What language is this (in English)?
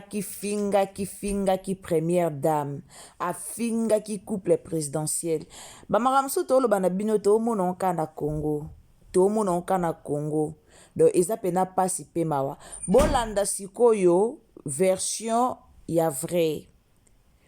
Lingala